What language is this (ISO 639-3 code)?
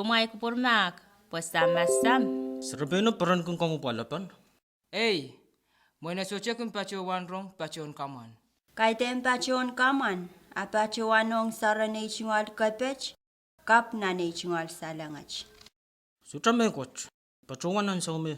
pon